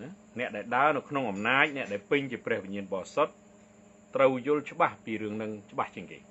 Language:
Khmer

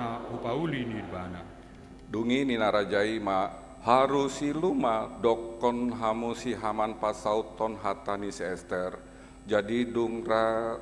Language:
Batak Toba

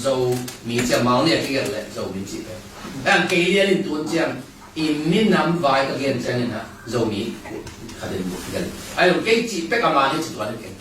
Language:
Tedim Chin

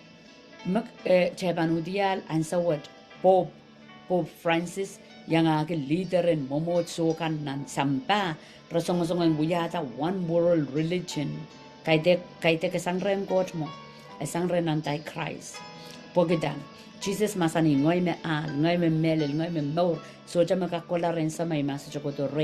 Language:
Pohnpeian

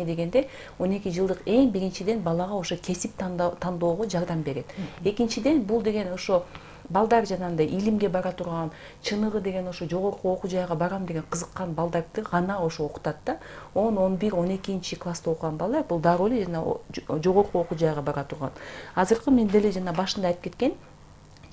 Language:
Kyrgyz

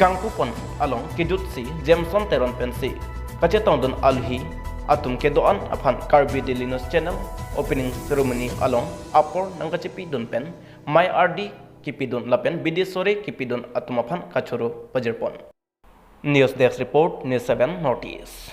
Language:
Karbi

